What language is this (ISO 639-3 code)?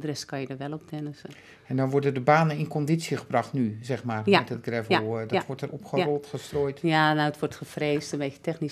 nld